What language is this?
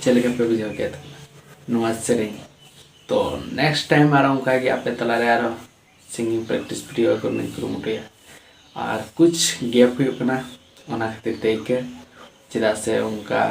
Santali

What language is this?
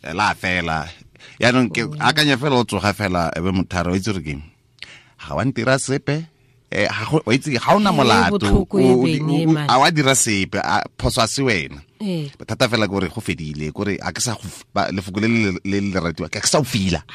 Tswana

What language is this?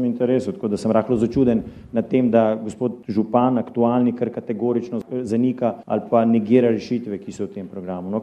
Slovenian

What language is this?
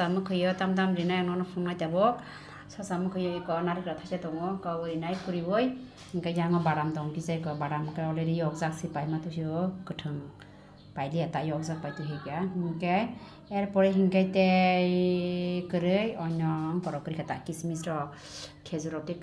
Kok Borok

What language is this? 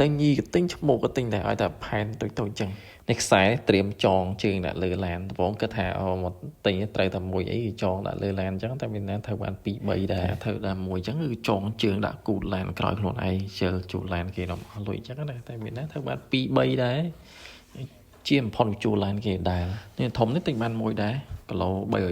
Khmer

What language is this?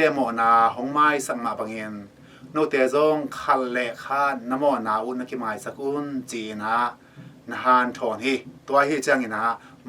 Tedim Chin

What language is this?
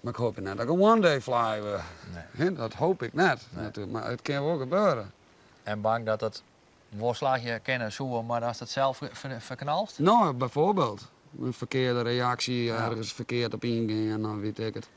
Western Frisian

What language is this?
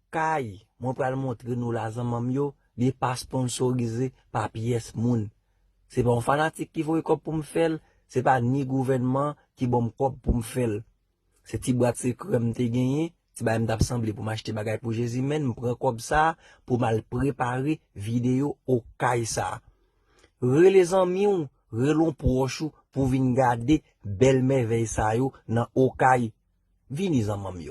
Haitian Creole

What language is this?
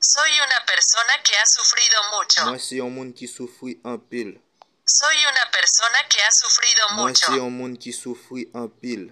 Haitian Creole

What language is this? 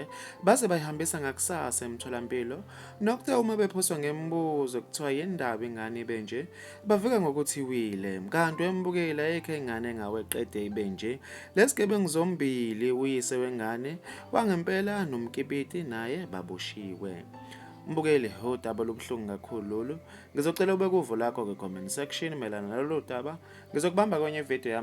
Zulu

